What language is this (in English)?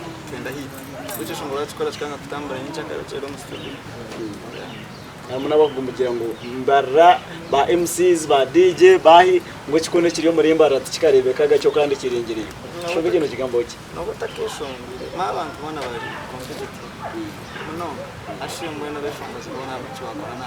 Nyankole